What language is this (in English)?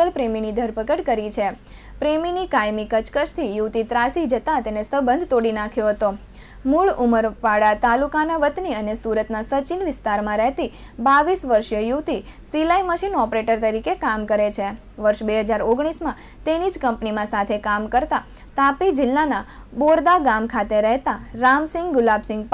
Gujarati